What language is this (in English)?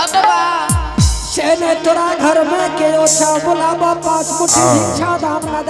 Angika